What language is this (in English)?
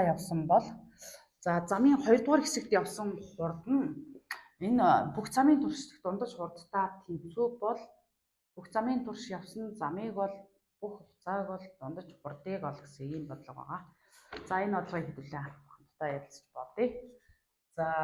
Mongolian